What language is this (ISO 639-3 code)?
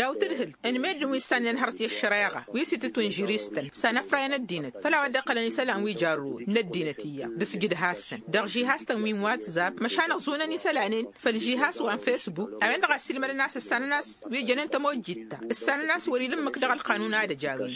taq